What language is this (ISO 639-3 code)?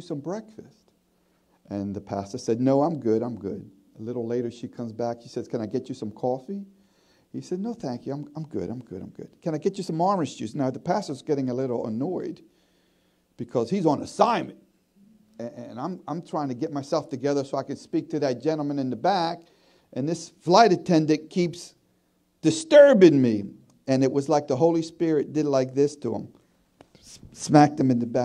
eng